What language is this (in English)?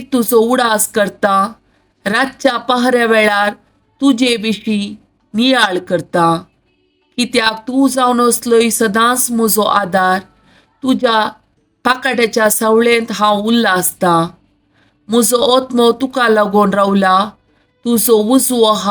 Konkani